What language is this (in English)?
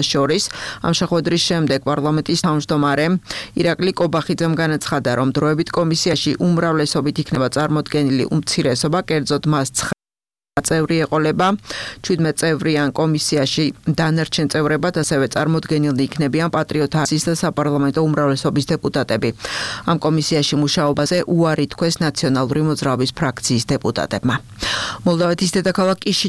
Georgian